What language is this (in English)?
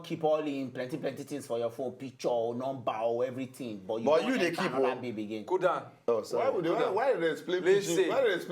Nigerian Pidgin